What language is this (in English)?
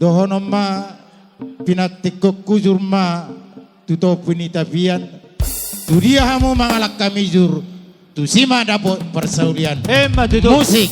Batak Toba